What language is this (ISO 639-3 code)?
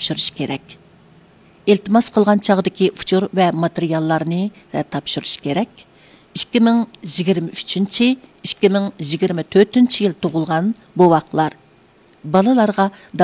uig